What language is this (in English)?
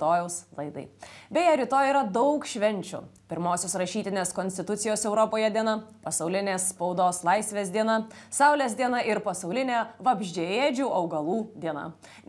Lithuanian